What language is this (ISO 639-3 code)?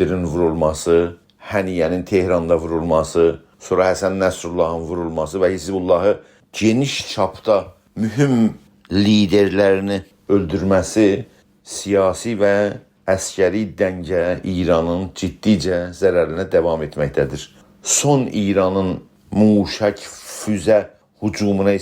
azb